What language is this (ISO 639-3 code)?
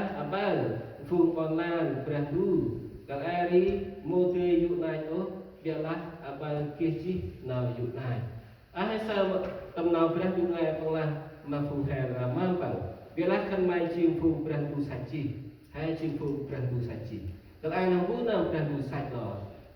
cmo